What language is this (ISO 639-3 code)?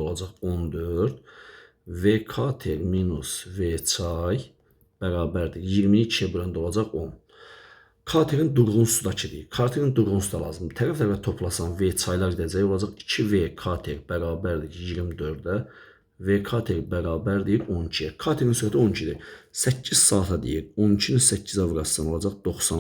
aze